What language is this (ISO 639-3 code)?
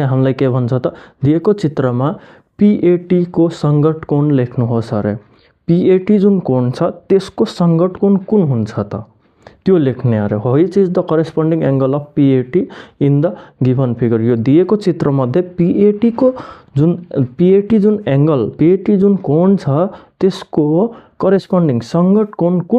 nep